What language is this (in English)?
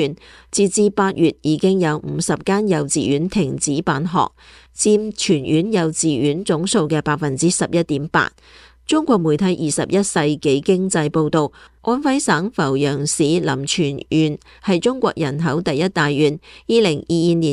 Cantonese